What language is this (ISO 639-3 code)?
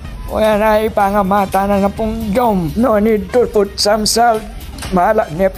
pam